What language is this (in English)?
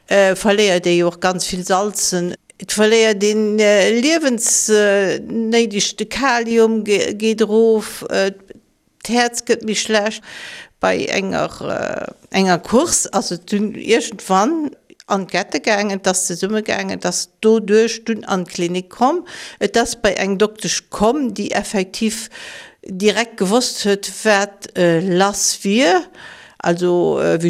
Luxembourgish